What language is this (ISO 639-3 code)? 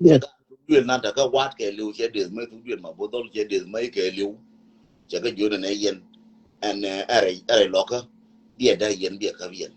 nus